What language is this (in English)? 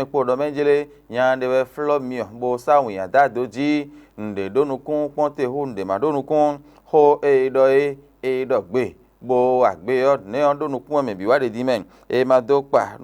Fon